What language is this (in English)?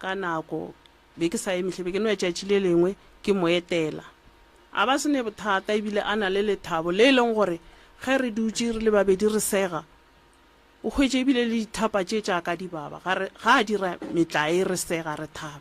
Northern Sotho